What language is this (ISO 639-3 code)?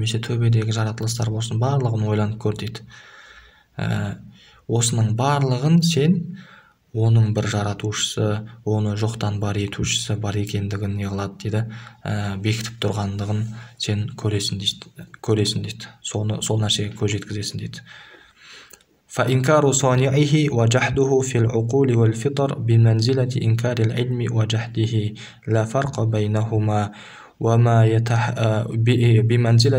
kaz